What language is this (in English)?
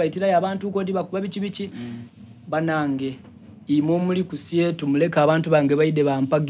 Soga